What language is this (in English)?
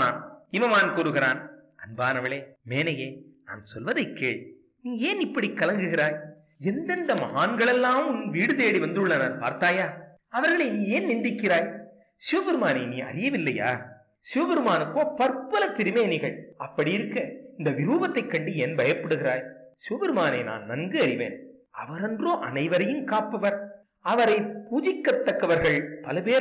Tamil